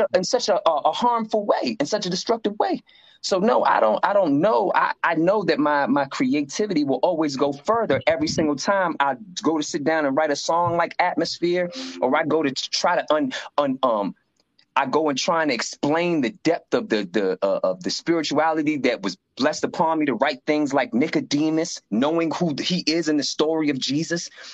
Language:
English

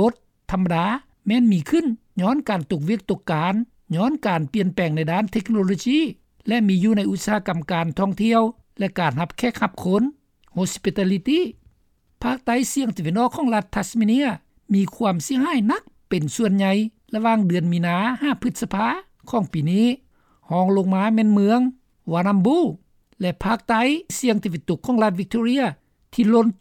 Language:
Lao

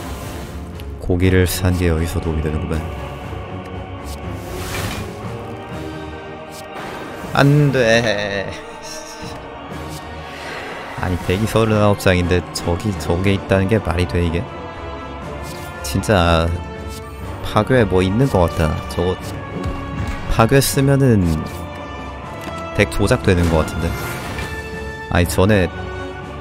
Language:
Korean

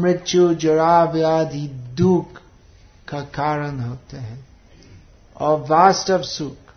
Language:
Hindi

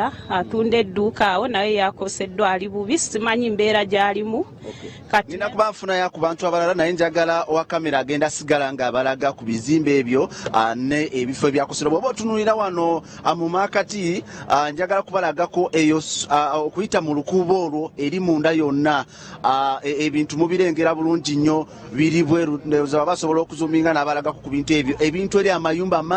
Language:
Ganda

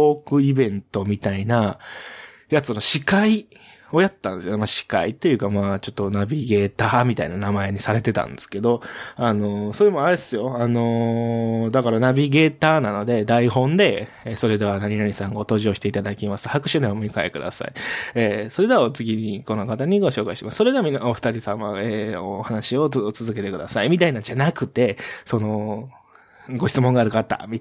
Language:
Japanese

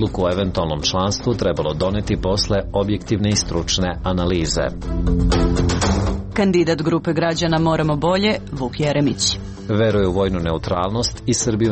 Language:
Serbian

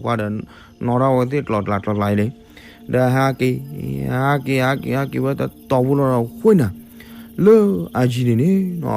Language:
S'gaw Karen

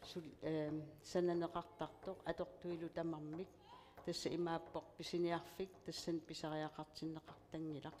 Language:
Kalaallisut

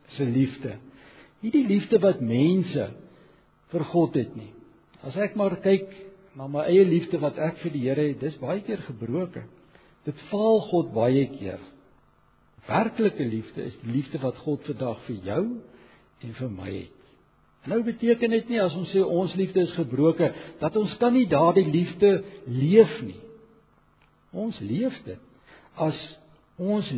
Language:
Afrikaans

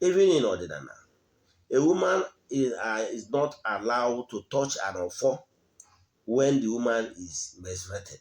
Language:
Igbo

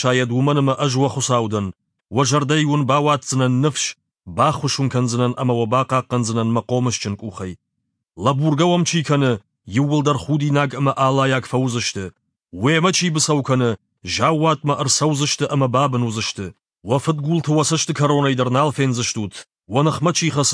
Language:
Ossetic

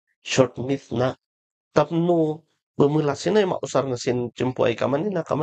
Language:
Kankanaey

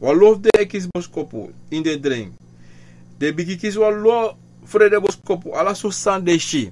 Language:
Sranan Tongo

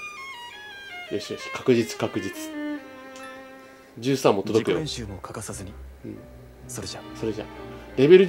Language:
Japanese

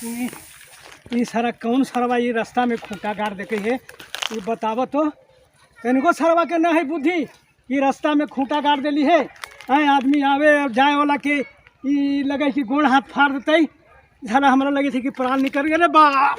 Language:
Magahi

